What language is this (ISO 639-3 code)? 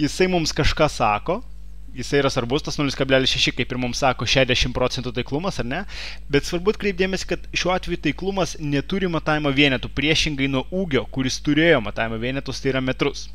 lit